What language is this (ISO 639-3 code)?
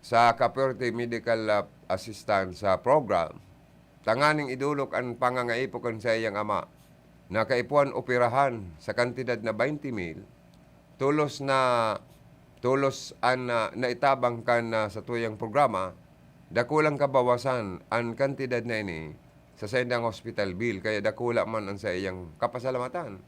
bik